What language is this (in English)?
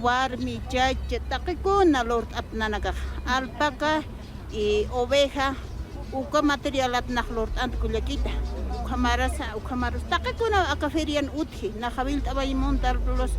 Aymara